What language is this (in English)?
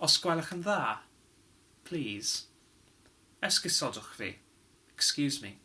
Welsh